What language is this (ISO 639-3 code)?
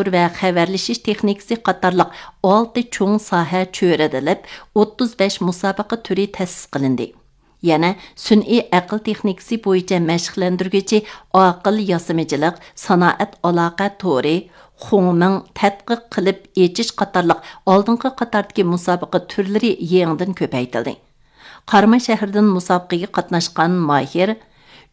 uig